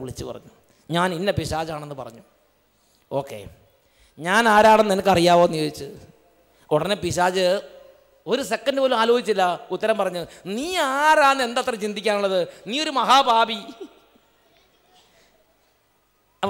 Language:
Malayalam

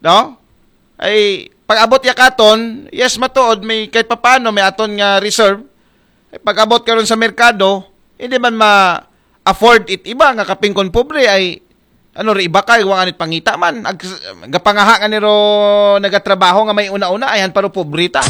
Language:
Aklanon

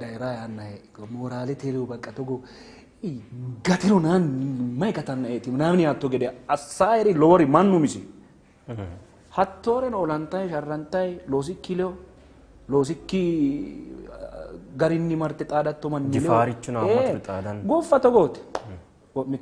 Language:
Sidamo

